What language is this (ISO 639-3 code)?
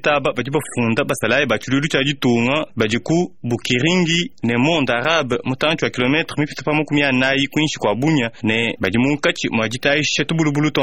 lua